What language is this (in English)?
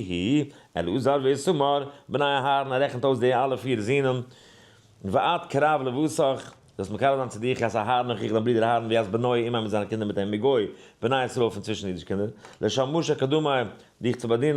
Yiddish